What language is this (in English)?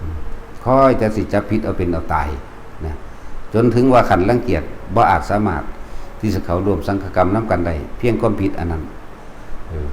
Lao